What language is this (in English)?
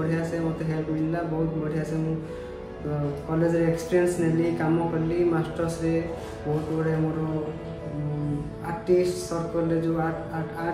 Odia